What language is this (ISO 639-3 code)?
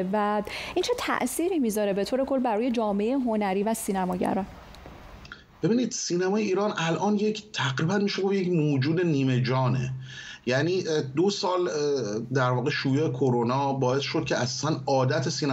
fas